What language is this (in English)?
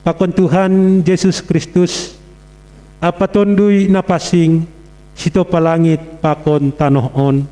Batak Simalungun